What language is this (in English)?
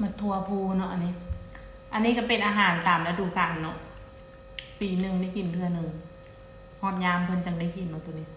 Lao